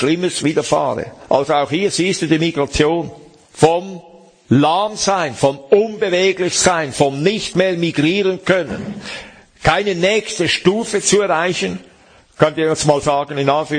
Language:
German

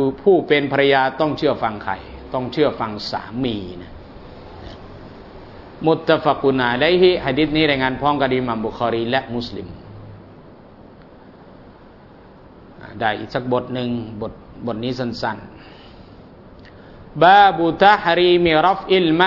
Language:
Thai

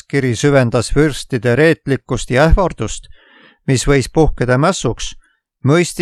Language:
Estonian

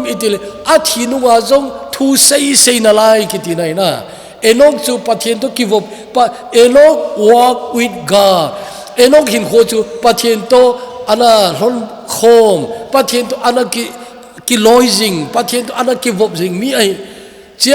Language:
Thado Chin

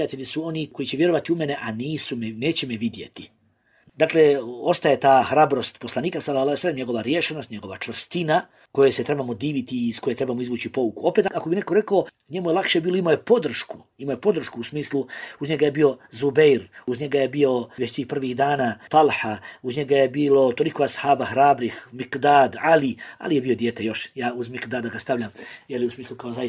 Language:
Bosnian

